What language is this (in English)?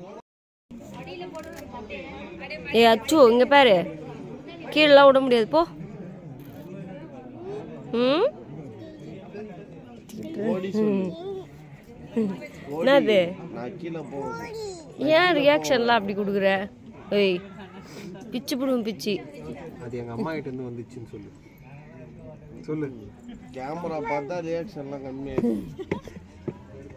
Tamil